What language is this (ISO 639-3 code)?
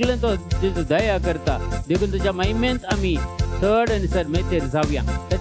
kok